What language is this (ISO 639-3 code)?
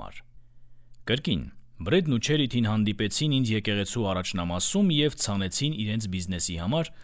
hye